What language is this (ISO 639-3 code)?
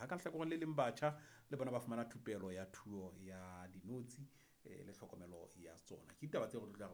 sot